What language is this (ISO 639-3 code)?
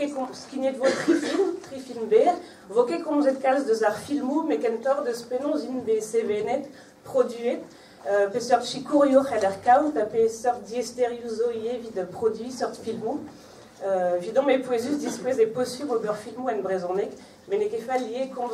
bre